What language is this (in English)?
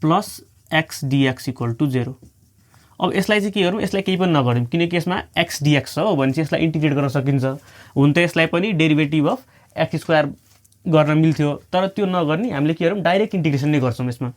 Nepali